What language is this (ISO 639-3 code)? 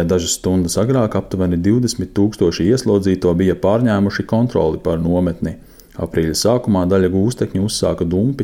lav